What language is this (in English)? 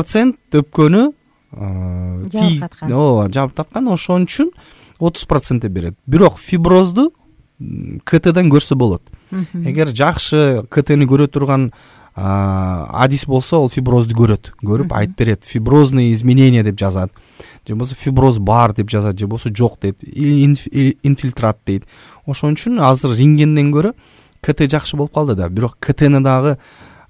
Kyrgyz